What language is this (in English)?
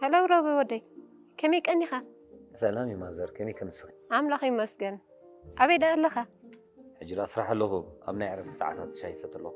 Tigrinya